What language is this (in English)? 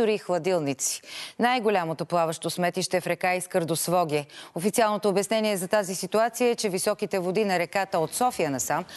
Bulgarian